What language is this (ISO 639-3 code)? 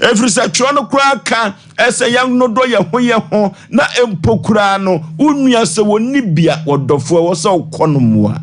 aka